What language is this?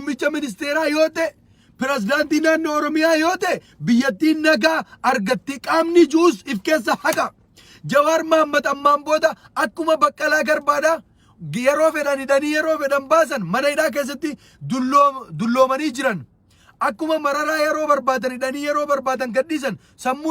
Oromo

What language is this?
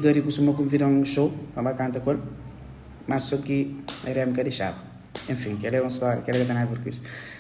Kabuverdianu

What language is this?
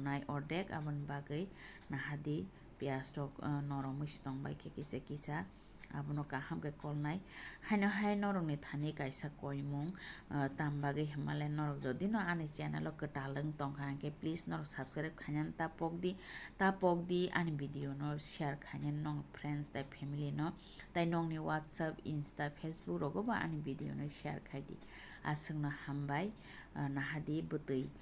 Kok Borok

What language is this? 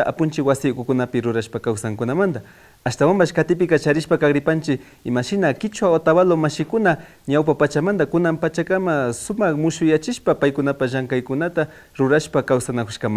Imbabura Highland Quichua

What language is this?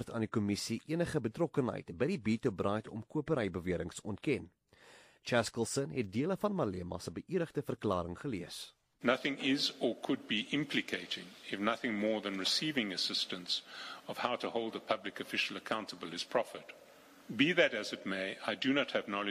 Afrikaans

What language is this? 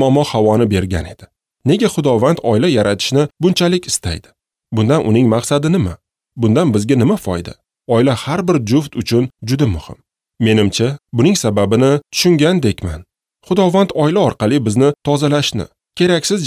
Uzbek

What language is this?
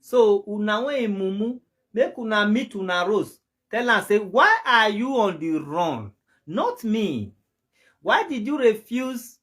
Nigerian Pidgin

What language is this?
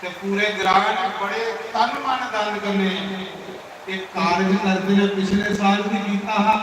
Dogri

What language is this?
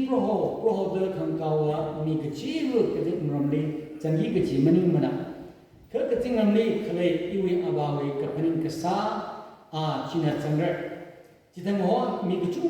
Tangkhul Naga (India)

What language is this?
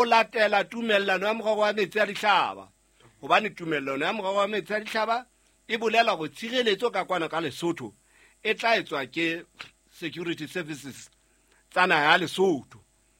Southern Sotho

